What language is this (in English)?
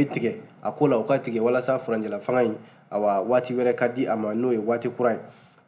Bambara